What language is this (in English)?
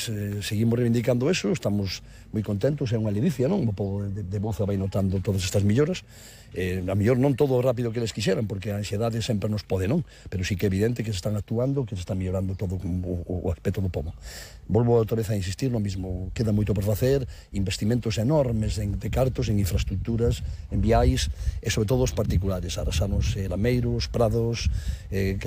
Galician